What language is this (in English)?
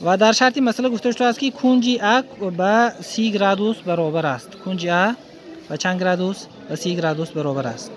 Tajik